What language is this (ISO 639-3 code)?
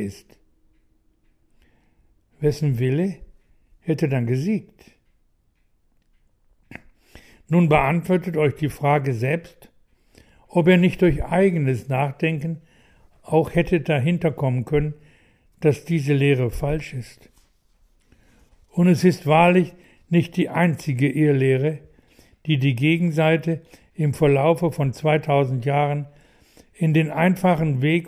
deu